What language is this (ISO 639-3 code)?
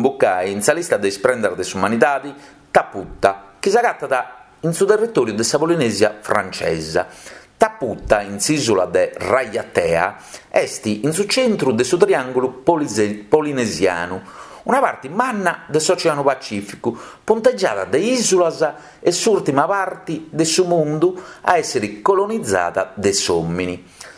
srd